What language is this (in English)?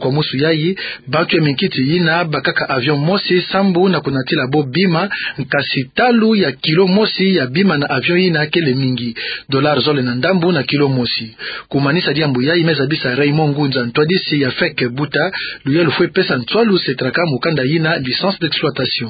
Kituba (Democratic Republic of Congo)